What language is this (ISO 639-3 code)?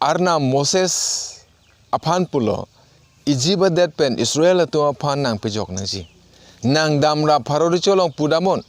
mjw